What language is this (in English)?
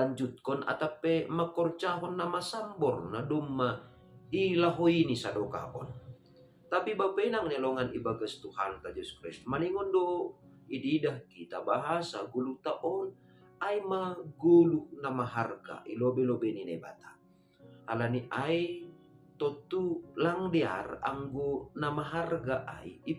Batak Simalungun